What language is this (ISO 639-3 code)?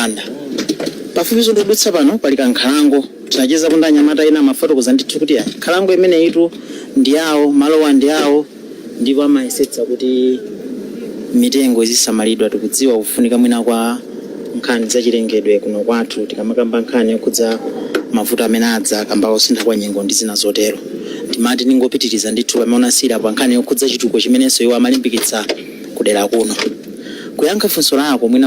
nya